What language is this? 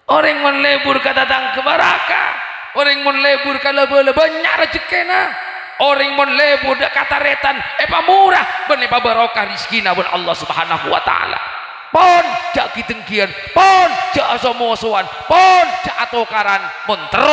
Madurese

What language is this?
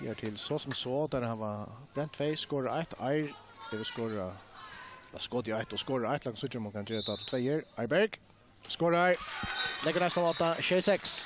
Faroese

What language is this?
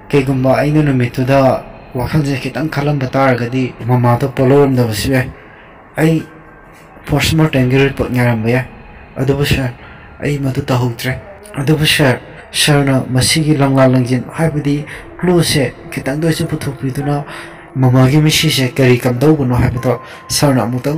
Manipuri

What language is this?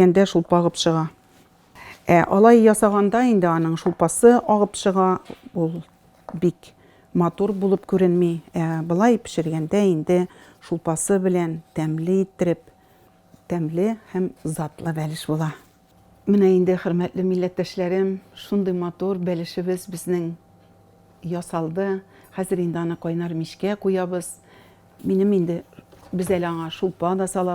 Tatar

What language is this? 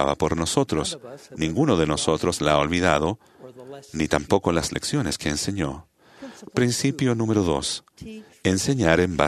Spanish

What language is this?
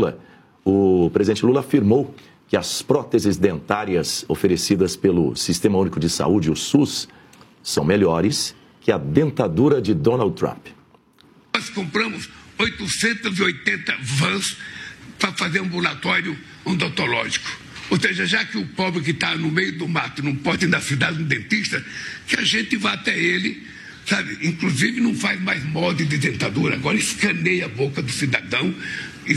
Portuguese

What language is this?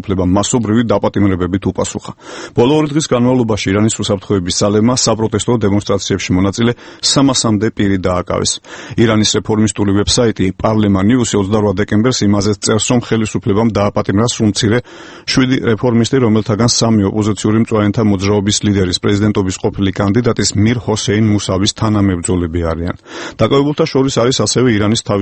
Georgian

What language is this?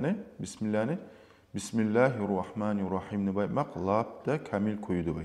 Kumyk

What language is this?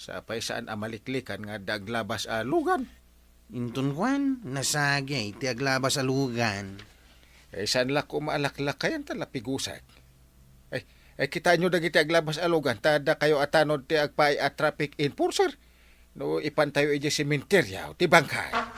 Iloko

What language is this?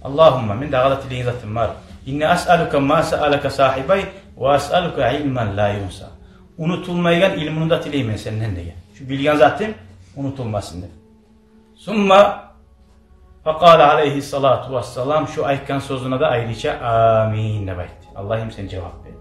Kumyk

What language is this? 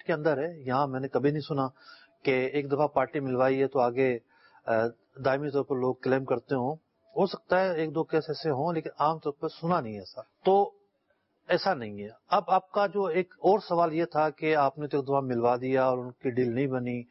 Urdu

